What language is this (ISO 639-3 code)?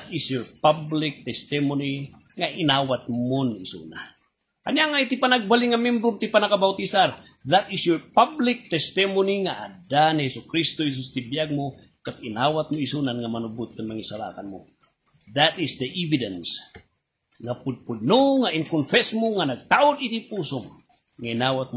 ilo